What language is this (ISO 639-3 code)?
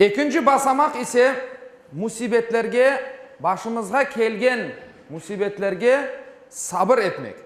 crh